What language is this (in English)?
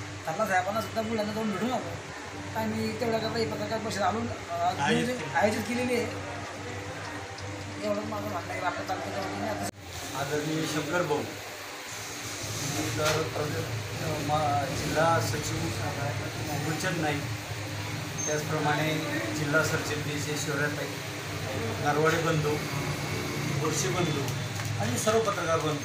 Marathi